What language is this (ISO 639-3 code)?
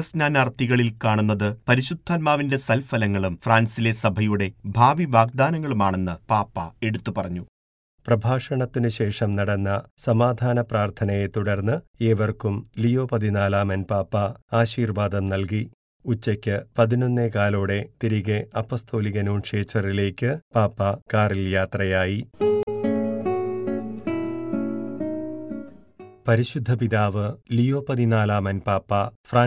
mal